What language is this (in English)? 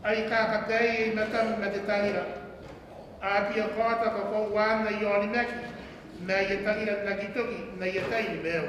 Gilbertese